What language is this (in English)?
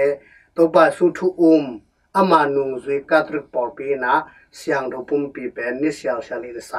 Tedim Chin